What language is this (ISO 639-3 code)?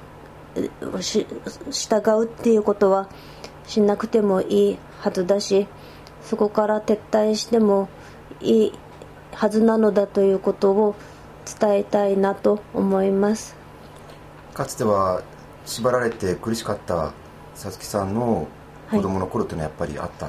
jpn